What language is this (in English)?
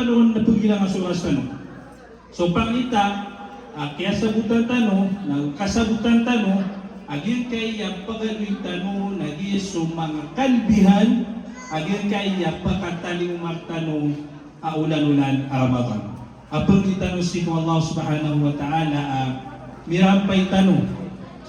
Maranao